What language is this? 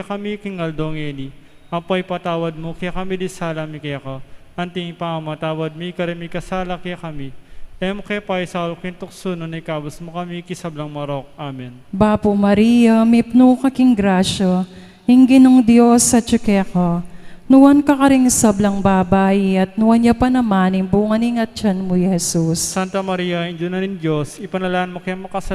Pampanga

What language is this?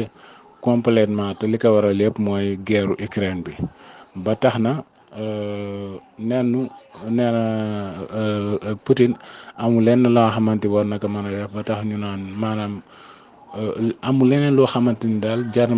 Wolof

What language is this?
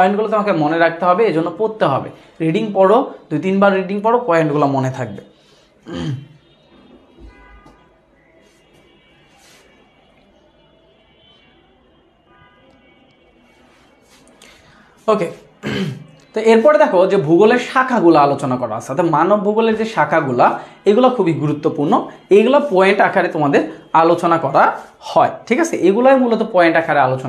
Bangla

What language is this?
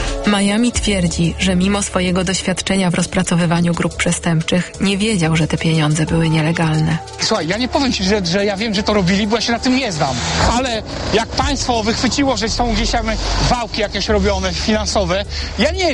Polish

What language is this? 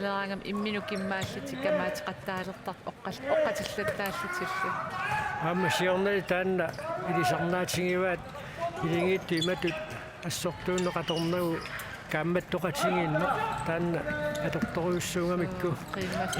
Kalaallisut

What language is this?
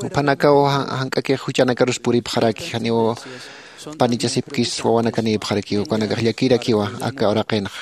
Aymara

